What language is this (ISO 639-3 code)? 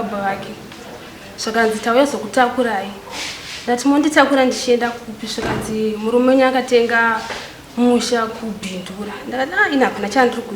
sna